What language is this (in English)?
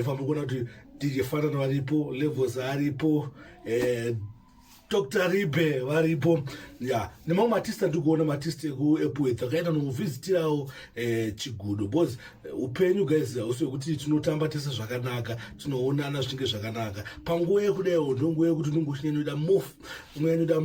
Shona